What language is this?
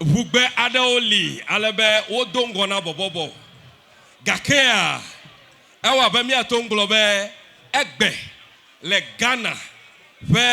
Ewe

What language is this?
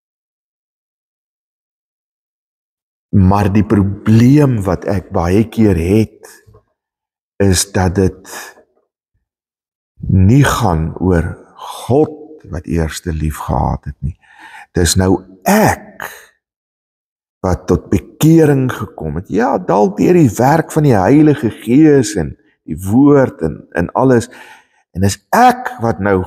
Afrikaans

